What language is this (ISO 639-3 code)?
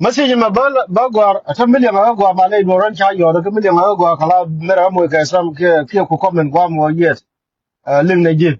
nus